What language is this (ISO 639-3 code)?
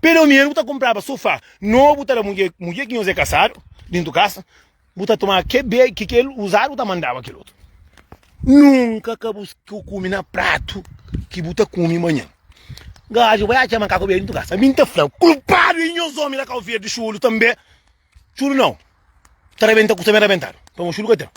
kea